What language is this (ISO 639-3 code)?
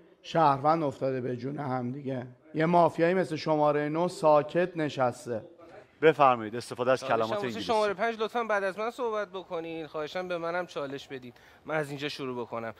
fas